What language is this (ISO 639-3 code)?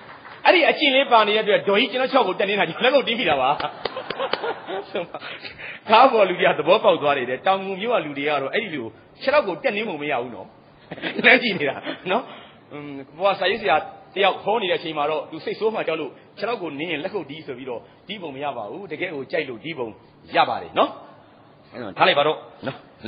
mya